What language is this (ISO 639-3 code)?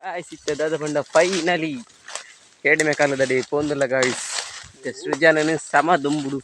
tcy